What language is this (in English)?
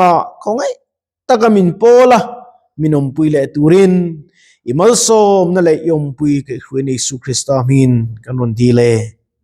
Mizo